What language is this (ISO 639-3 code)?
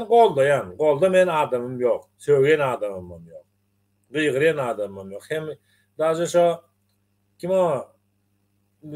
tuk